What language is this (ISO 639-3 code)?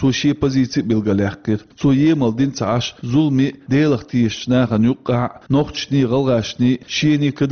che